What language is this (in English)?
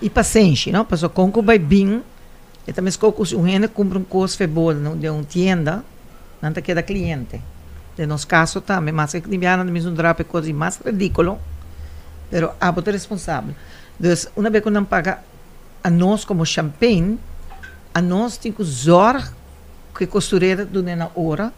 Papiamento